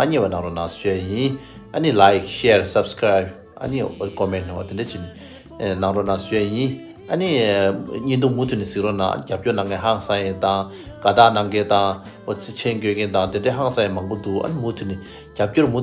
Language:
Tibetan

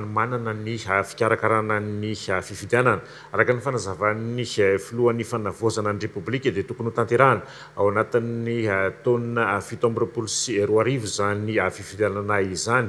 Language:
Malagasy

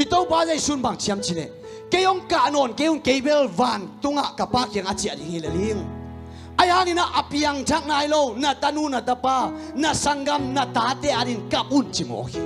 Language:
Tedim Chin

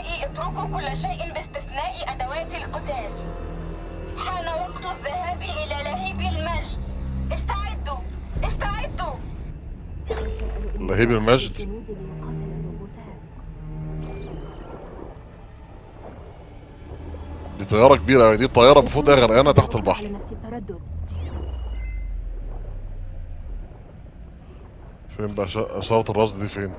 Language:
Egyptian Arabic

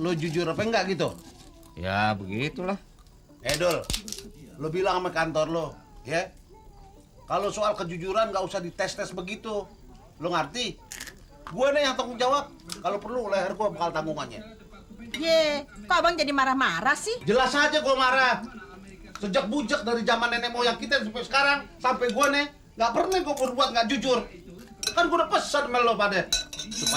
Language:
Betawi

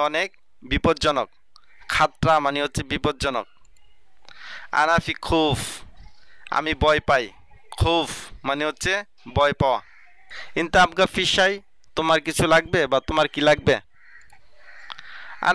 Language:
Bangla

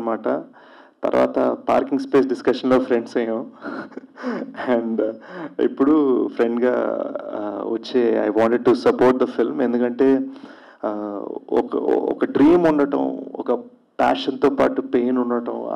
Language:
Telugu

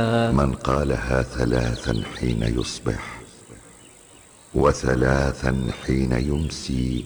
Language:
Arabic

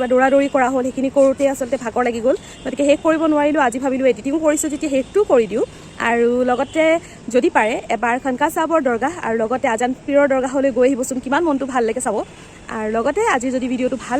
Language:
Assamese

